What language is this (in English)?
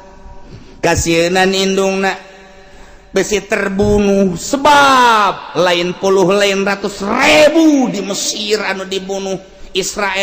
Sundanese